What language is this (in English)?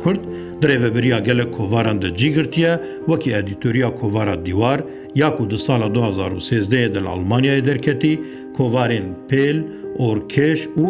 Kurdish